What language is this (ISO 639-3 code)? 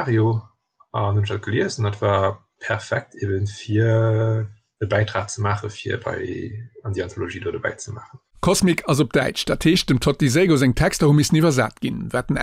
ltz